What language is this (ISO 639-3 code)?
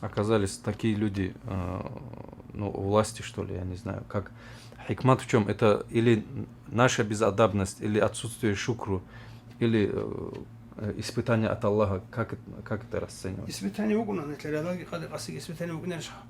ava